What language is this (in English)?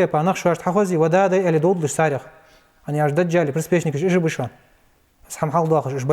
Ingush